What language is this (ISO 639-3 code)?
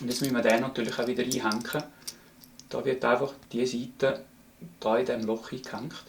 gsw